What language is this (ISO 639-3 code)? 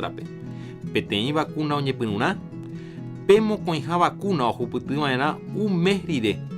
grn